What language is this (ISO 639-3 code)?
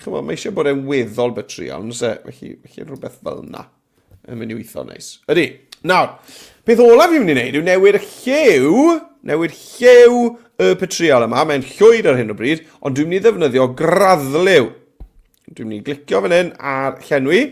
cym